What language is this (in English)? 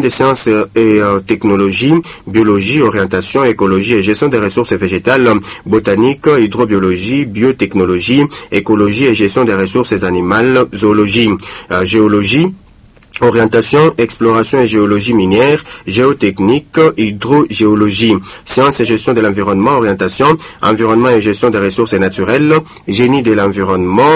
French